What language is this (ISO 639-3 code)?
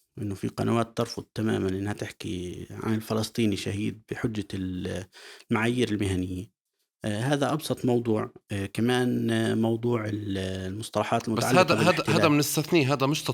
apc